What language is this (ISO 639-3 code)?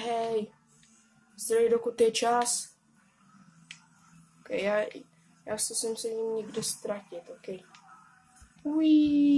ces